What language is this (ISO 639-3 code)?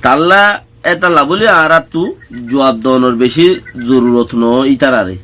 rhg